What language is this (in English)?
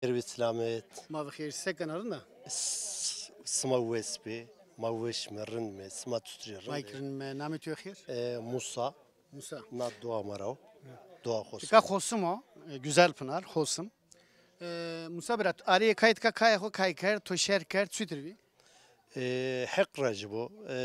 Zaza